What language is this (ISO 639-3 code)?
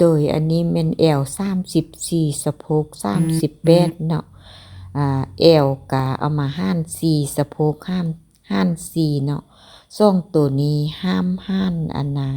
lao